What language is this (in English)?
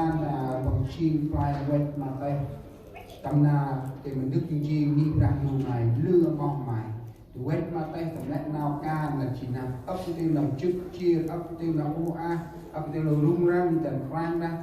Central Mnong